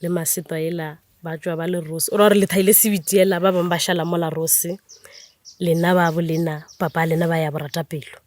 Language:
Northern Sotho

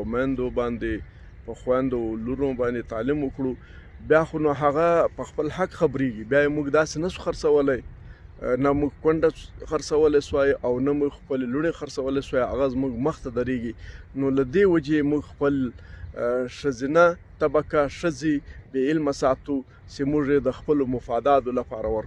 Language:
Pashto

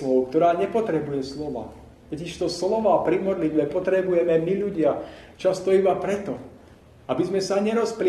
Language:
Slovak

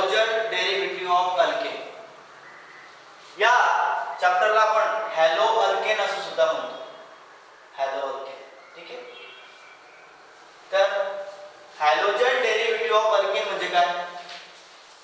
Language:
Marathi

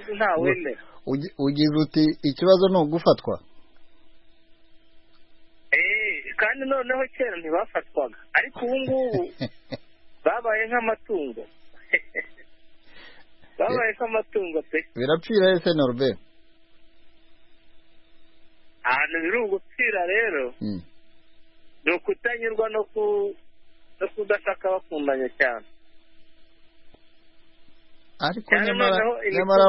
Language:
Kinyarwanda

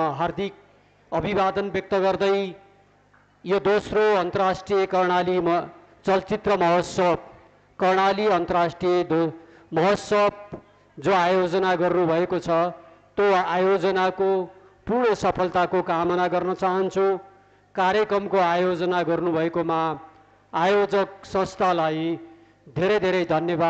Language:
Nepali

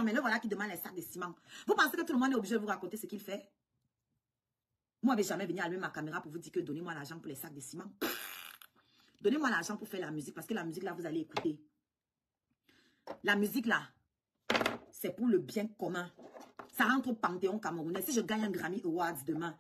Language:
French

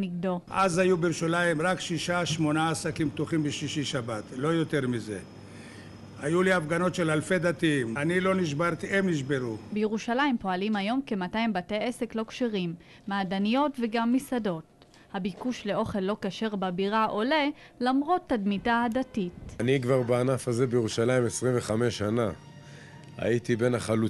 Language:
Hebrew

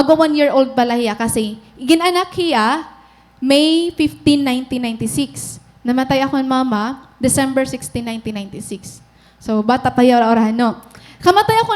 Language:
Waray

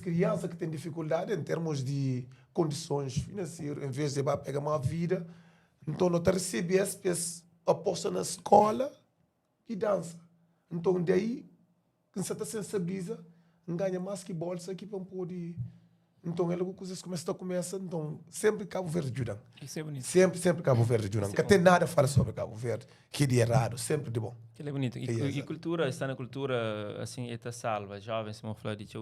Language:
Kabuverdianu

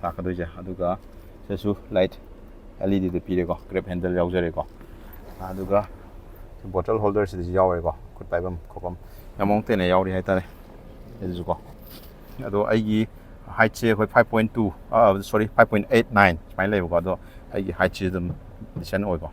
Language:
Manipuri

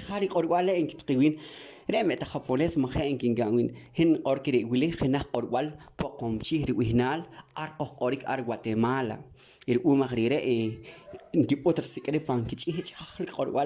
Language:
Poqomchi'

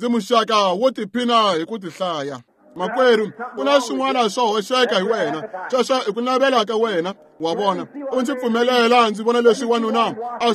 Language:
Tsonga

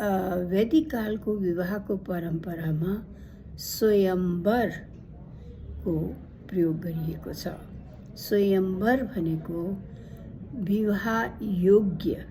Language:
Nepali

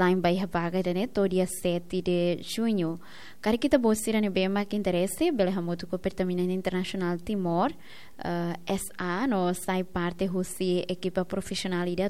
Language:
Tetum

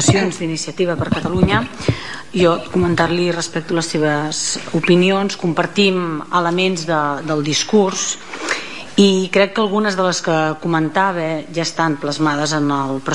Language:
Catalan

